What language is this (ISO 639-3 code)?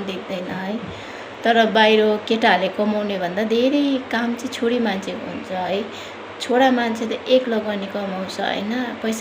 nep